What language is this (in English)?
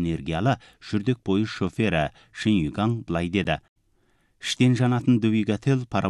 Kazakh